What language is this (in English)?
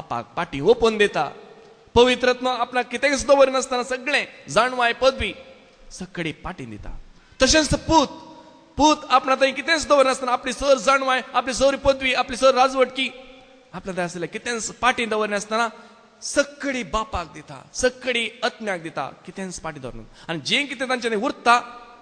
Konkani